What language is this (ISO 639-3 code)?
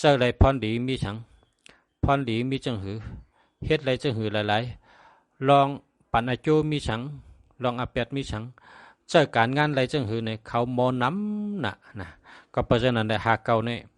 shn